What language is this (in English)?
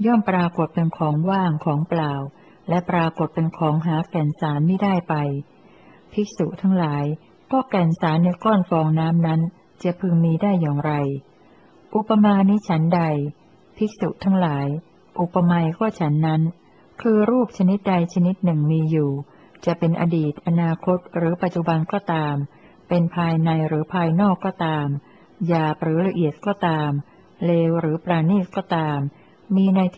Thai